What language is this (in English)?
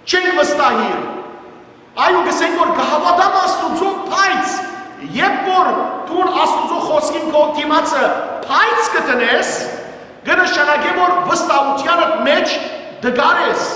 Western Armenian